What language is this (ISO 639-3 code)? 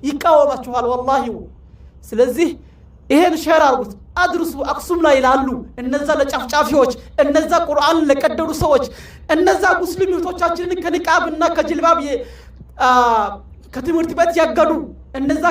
amh